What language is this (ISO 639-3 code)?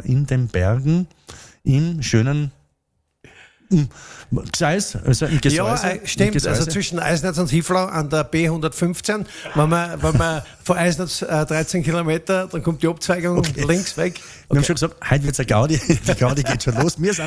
deu